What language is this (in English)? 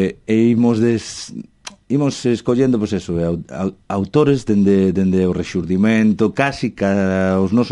Galician